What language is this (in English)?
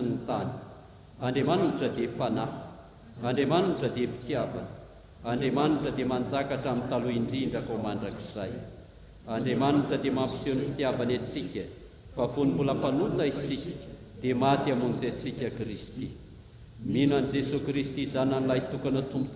Malagasy